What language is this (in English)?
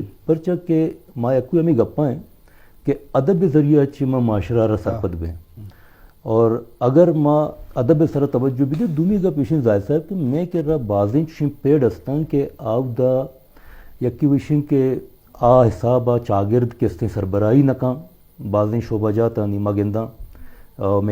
Eastern Balochi